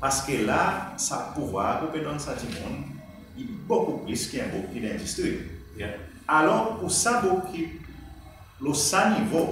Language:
Seselwa Creole French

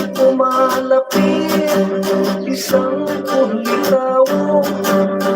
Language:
Hiligaynon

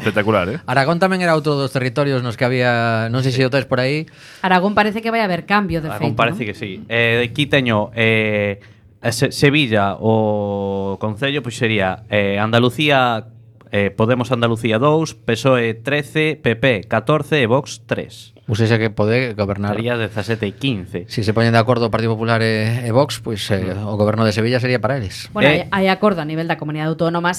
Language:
Galician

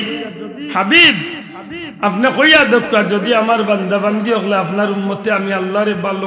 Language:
Sylheti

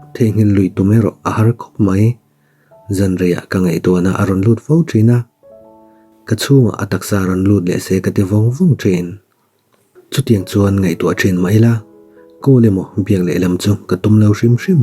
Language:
Mizo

